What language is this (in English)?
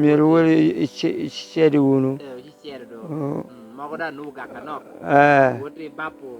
Lango (Uganda)